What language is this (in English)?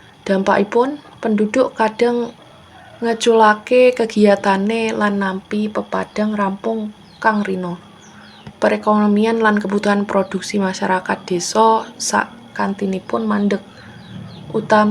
Javanese